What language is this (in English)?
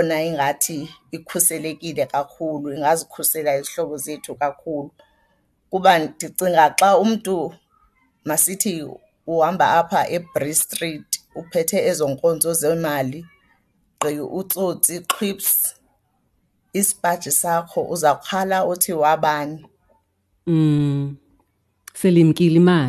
Xhosa